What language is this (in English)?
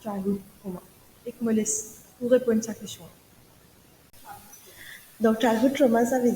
Morisyen